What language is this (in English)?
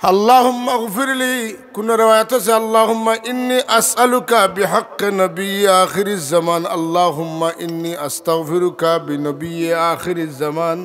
Sylheti